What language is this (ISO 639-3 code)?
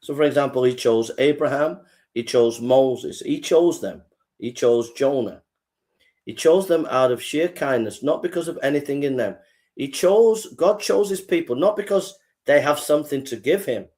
eng